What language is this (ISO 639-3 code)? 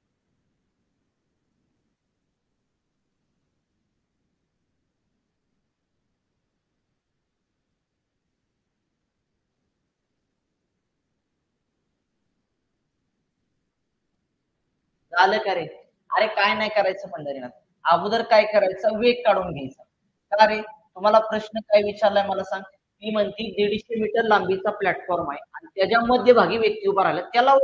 mar